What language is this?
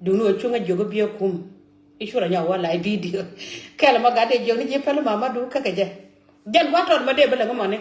Nuer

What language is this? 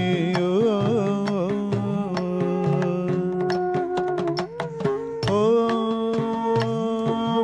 Malayalam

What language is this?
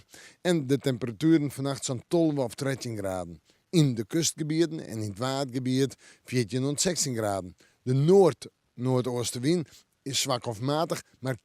Western Frisian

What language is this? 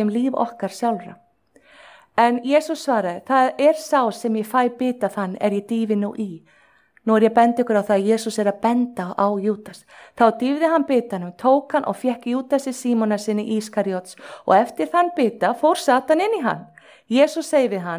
Icelandic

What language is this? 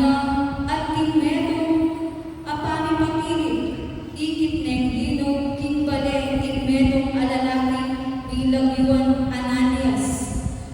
Pampanga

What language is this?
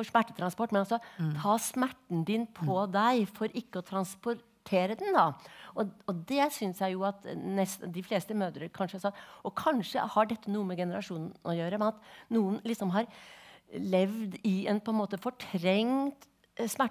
Norwegian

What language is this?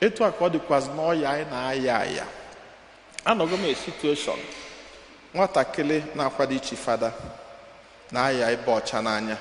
Igbo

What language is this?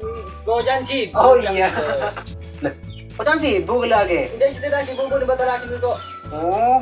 Madurese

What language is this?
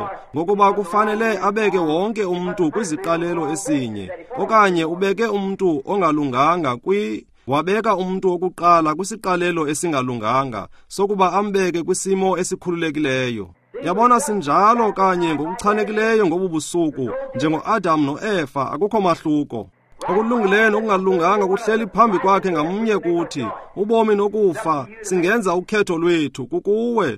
Xhosa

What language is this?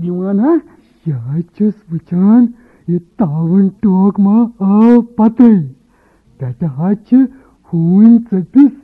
Kashmiri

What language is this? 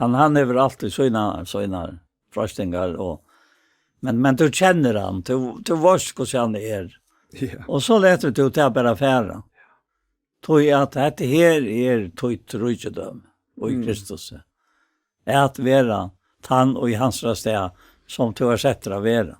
Faroese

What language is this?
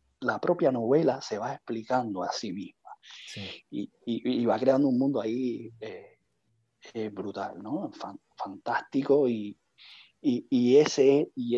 Spanish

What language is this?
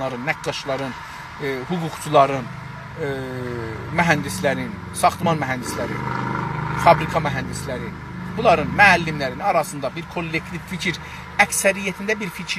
South Azerbaijani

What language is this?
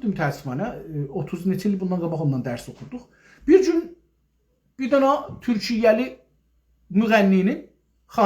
South Azerbaijani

